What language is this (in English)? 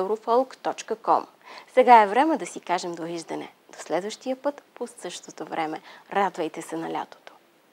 Bulgarian